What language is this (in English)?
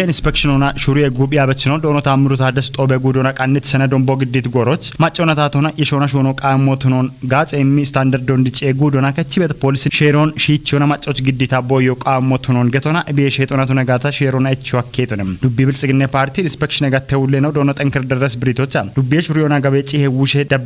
Kafa